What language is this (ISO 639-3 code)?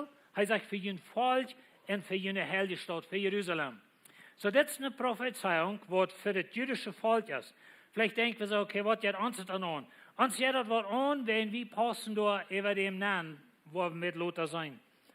pdt